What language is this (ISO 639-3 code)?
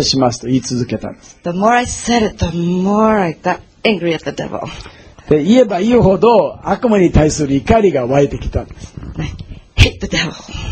jpn